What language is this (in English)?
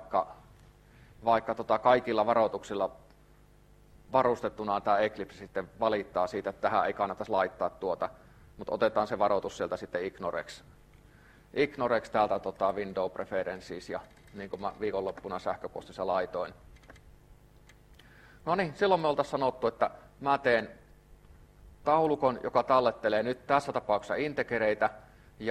Finnish